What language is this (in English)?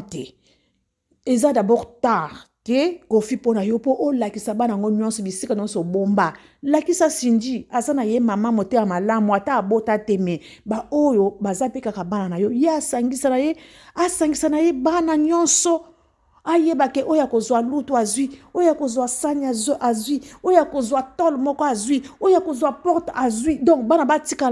Lingala